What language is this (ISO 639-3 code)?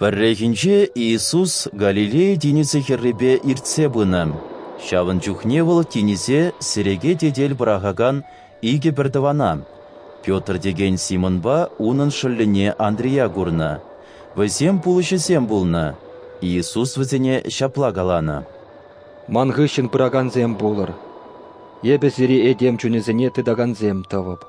chv